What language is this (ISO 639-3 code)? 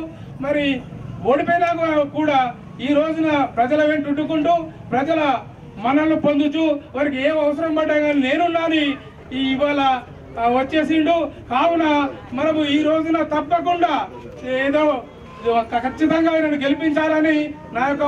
tel